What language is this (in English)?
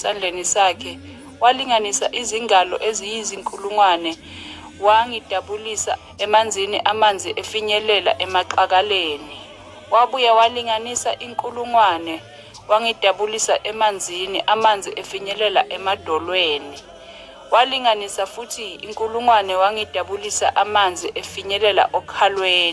Zulu